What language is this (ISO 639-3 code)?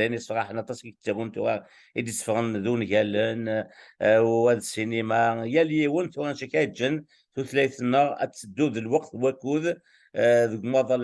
kab